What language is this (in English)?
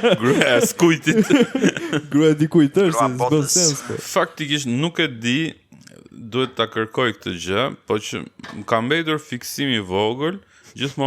Albanian